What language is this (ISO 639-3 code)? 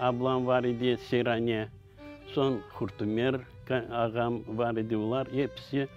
crh